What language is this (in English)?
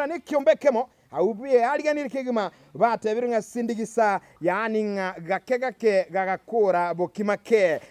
Gusii